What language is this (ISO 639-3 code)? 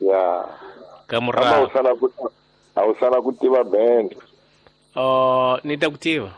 tso